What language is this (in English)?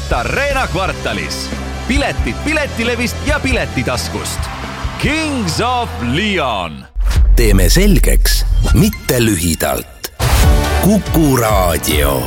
Estonian